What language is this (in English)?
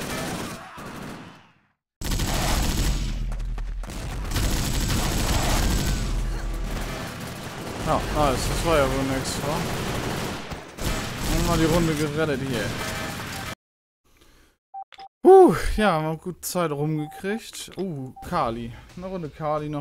German